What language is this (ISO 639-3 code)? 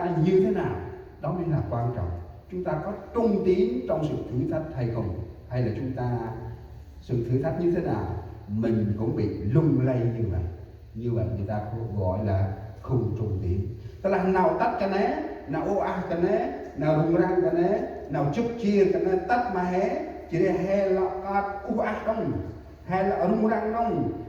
cmo